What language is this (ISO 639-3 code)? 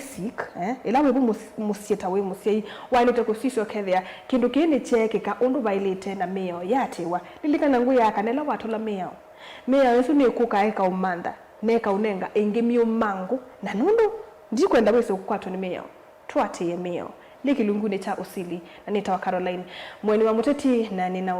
kam